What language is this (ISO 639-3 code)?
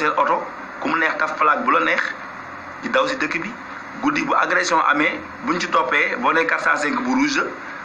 wol